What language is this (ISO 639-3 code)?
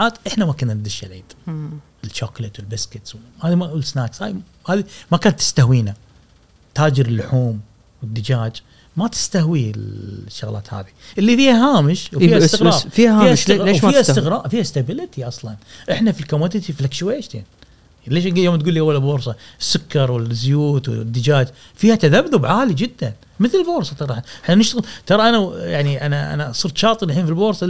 afb